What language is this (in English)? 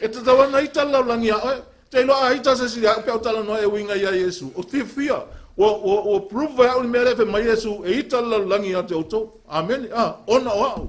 Samoan